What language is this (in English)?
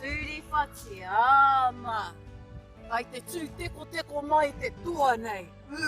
Māori